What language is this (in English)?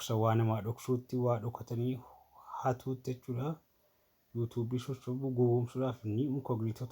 Oromo